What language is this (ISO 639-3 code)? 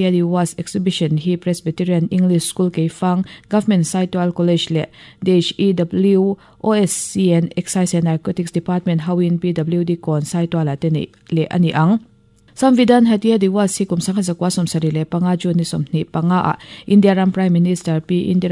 lus